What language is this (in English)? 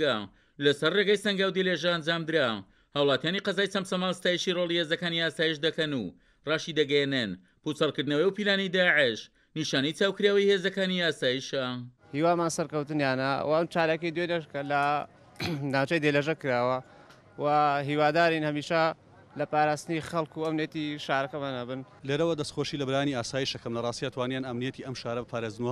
Central Kurdish